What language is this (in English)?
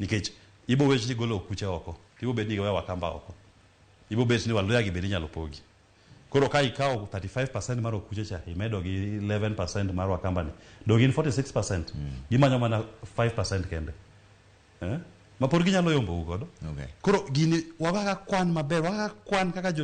Luo (Kenya and Tanzania)